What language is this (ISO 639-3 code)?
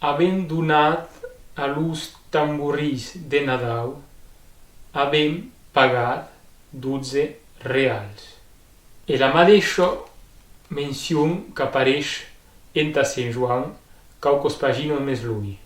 oci